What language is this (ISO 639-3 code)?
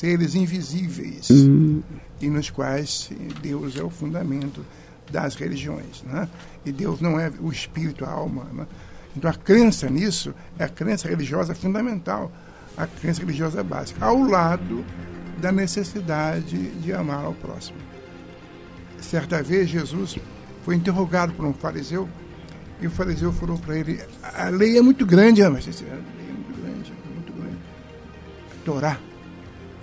por